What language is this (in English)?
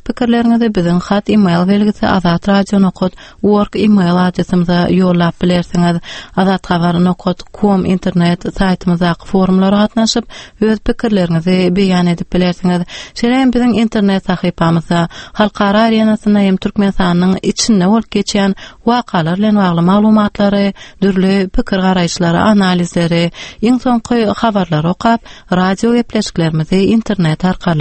Turkmen